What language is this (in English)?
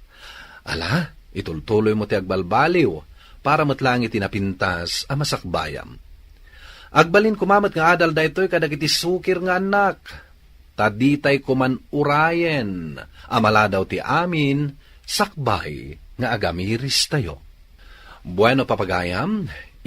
Iloko